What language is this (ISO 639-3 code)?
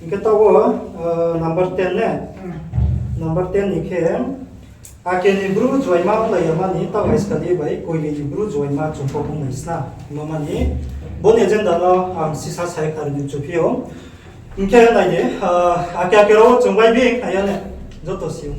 ria